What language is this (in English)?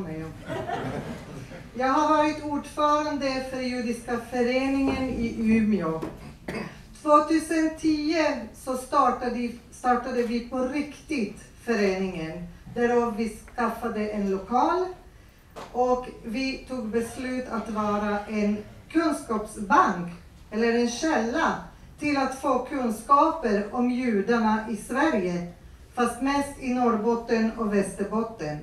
Swedish